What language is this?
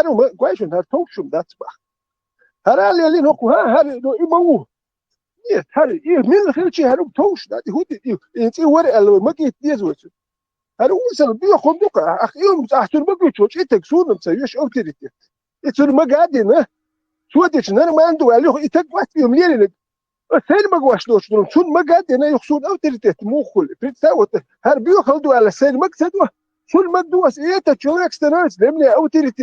Chechen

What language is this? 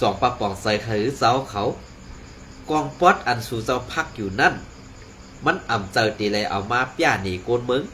Shan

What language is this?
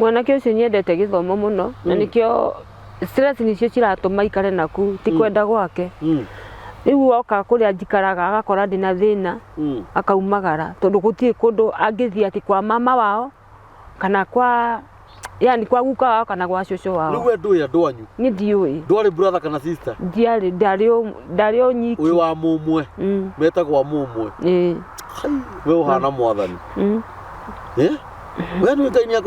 Kikuyu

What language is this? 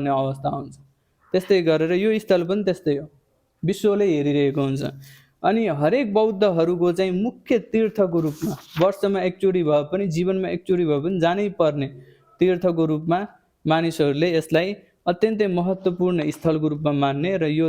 Nepali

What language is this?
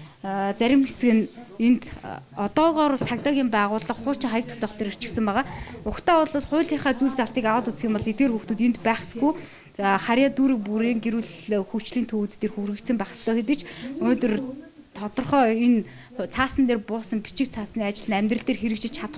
Mongolian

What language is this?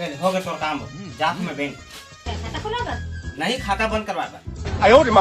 Chhattisgarhi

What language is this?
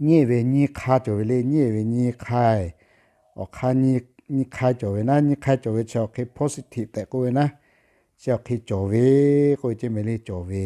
Lahu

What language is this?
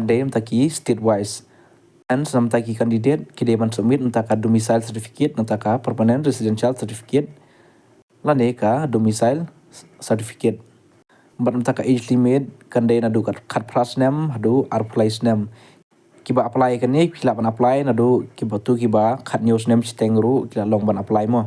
Khasi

